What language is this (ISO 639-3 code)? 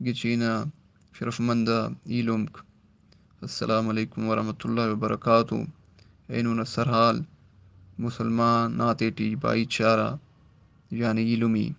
brh